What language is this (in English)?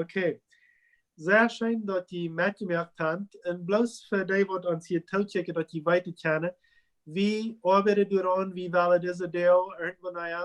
Plautdietsch